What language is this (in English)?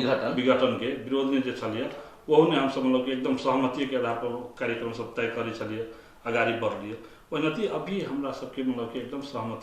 Maithili